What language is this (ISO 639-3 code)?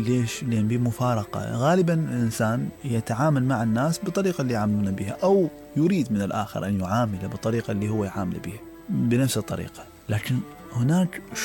acm